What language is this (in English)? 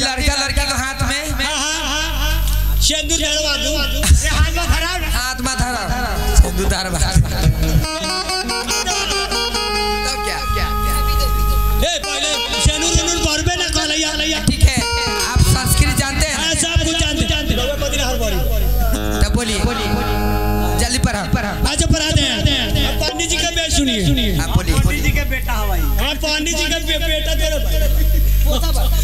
Bhojpuri